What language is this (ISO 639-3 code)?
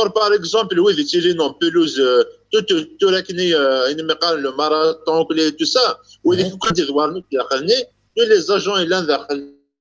kab